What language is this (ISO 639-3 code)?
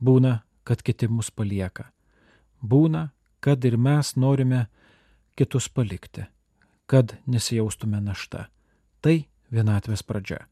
lit